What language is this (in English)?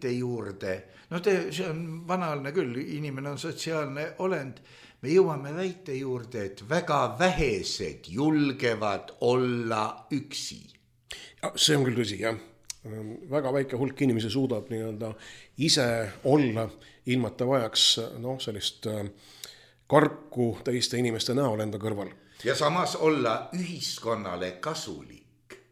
Estonian